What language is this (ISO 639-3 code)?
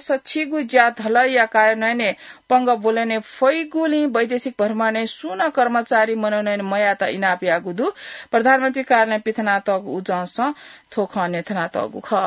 new